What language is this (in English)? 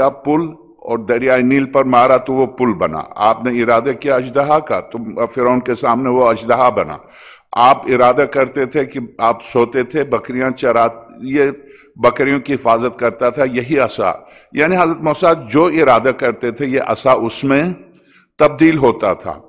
Urdu